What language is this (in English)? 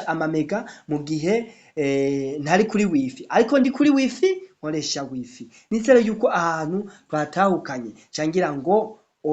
Rundi